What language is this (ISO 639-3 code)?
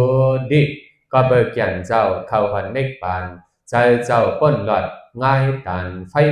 shn